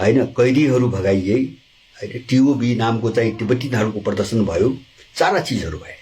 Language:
Nepali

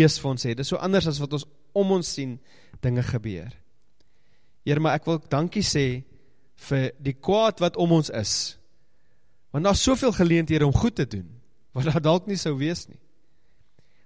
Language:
Afrikaans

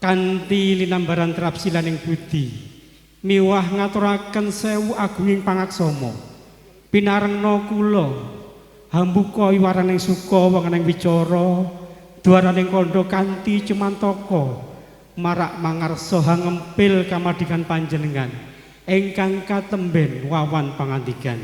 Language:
Javanese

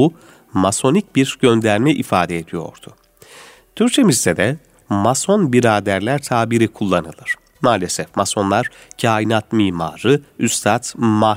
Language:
Turkish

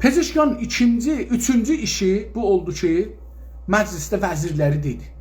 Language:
South Azerbaijani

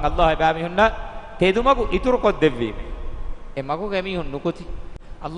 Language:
Divehi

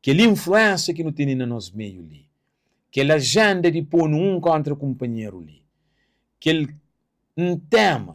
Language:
Kabuverdianu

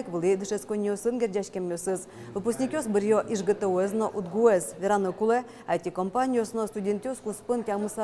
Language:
Udmurt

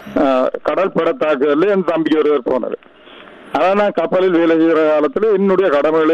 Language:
Tamil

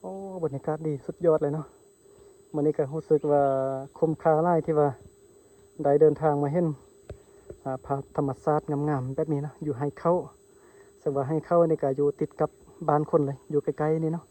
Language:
Lao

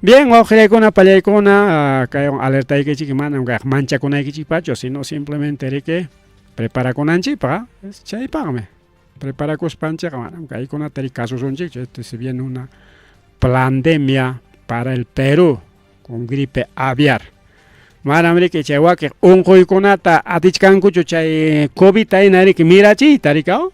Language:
Ayacucho Quechua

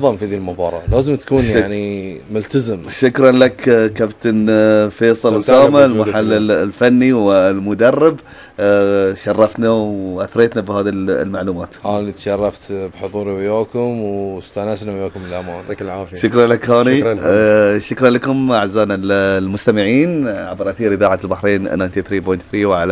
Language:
Gulf Arabic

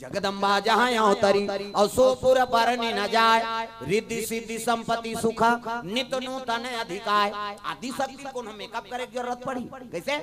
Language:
Chhattisgarhi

